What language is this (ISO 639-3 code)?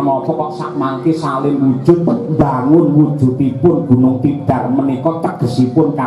jav